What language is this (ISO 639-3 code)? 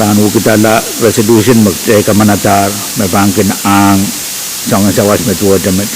pon